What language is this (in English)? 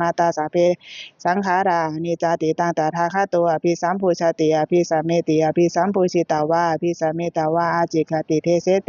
Pali